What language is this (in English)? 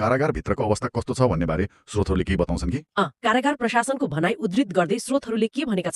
Nepali